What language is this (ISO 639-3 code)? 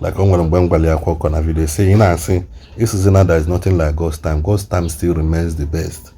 ibo